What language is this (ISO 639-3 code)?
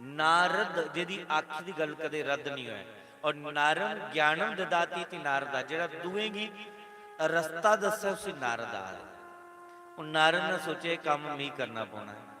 doi